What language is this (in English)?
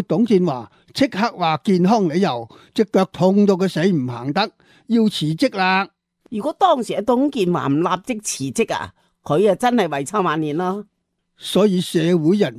Cantonese